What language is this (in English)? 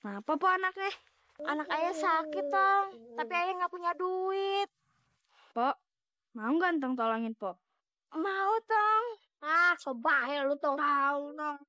Betawi